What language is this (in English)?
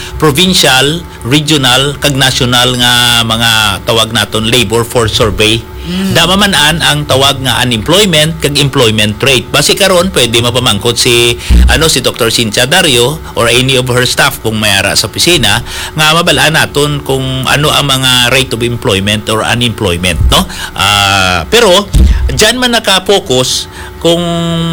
Hiligaynon